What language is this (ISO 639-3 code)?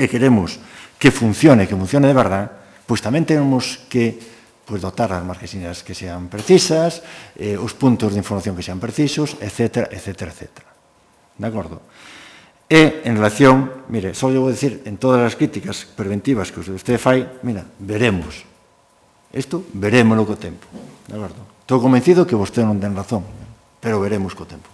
glg